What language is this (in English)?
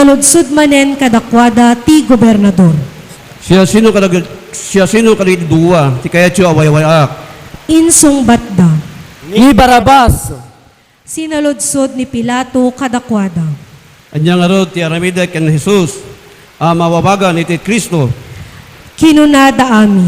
Iloko